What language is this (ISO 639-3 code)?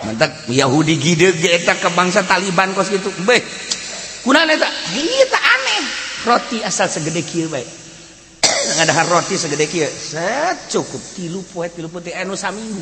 sun